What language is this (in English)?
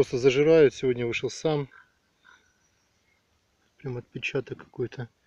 Russian